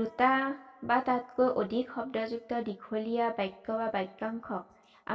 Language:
Assamese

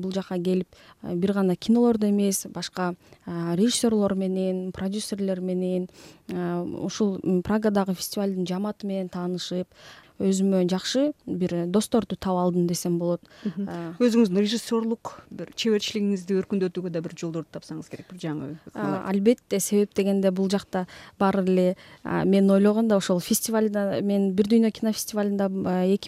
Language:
Kyrgyz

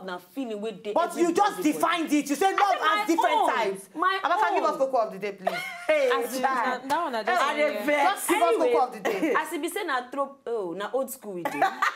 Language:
Nigerian Pidgin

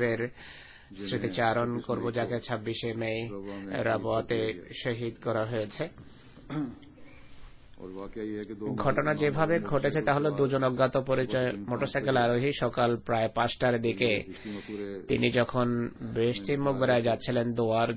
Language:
Bangla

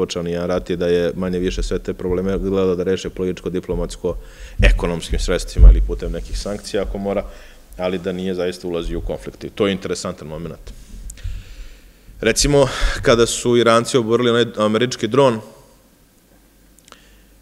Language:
Serbian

